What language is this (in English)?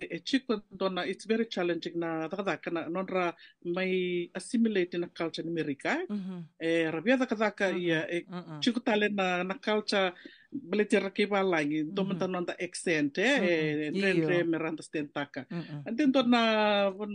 Fijian